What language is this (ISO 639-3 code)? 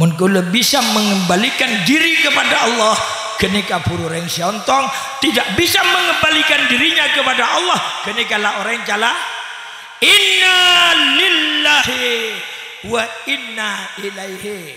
mad